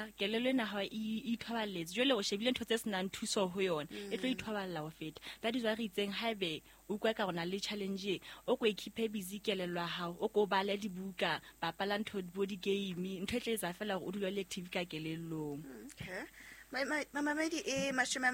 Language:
Southern Sotho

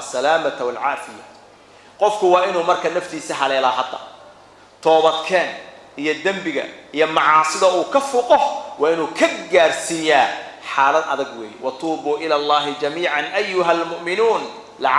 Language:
Somali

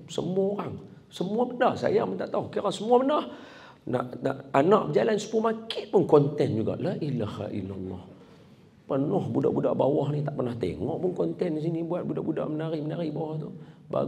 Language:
Malay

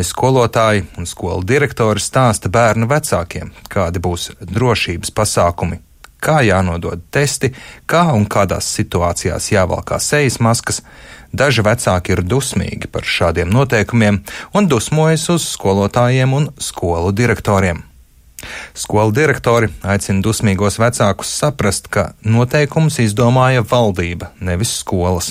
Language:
Latvian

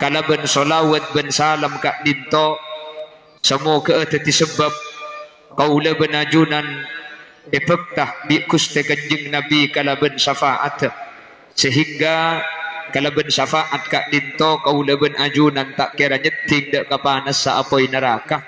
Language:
Madurese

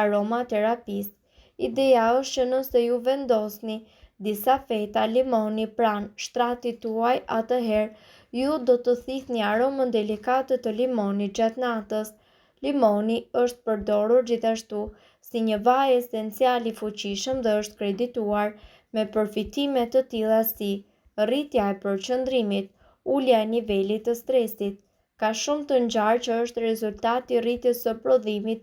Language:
Albanian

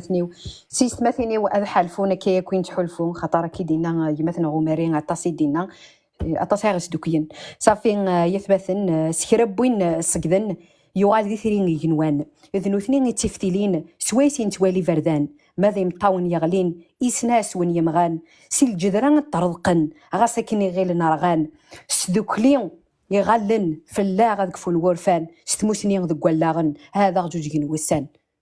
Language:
Kabyle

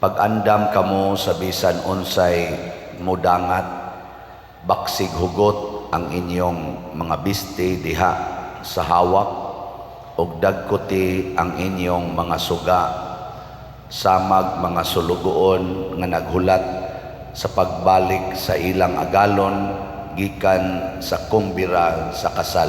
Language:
Cebuano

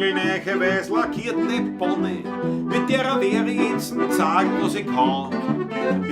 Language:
Bavarian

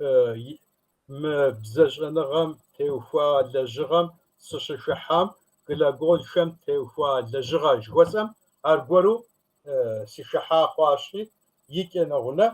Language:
Kabardian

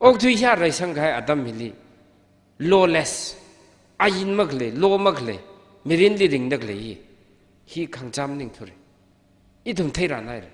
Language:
Tangkhul Naga (India)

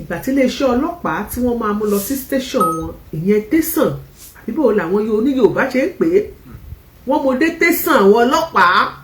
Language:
Yoruba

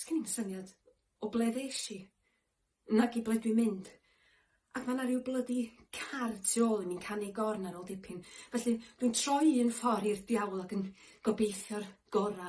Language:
Welsh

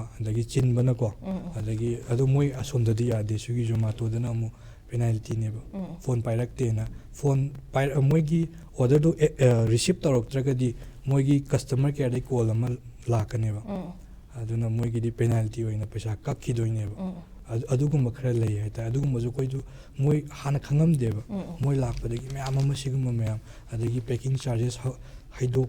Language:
Manipuri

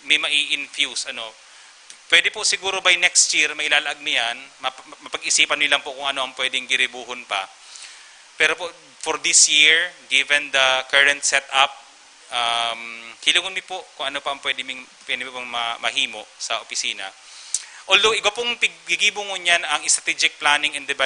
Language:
Bikol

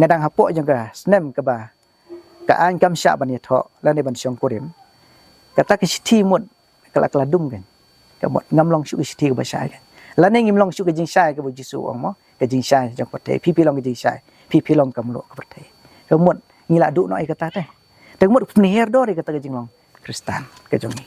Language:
Khasi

